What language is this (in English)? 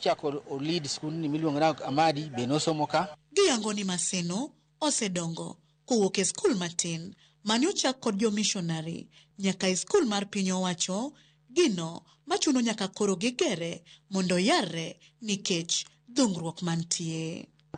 Luo (Kenya and Tanzania)